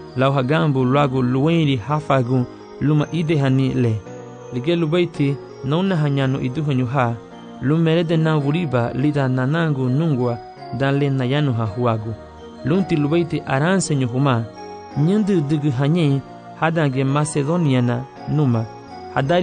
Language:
Garifuna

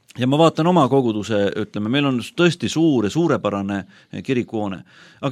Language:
Estonian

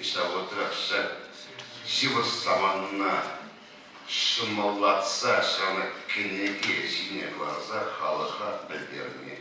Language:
Chuvash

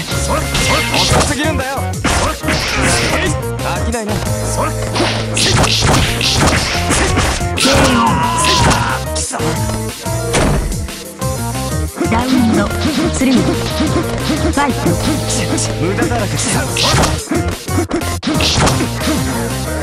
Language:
Japanese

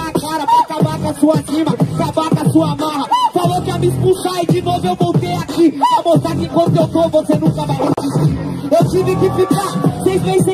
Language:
Portuguese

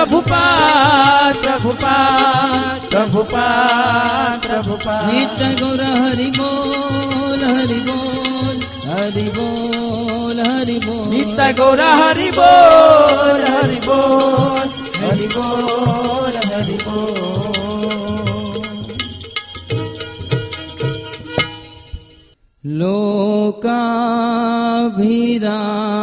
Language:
Gujarati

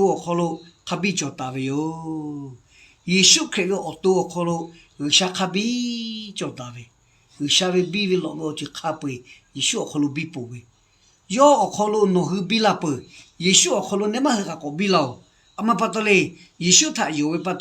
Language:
Lahu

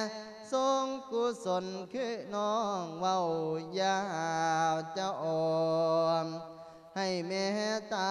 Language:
Lao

